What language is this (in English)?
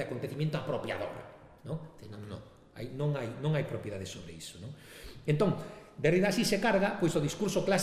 Galician